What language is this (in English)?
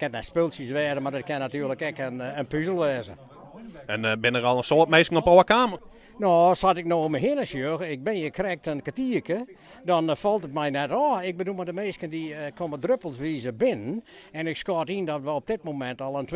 Western Frisian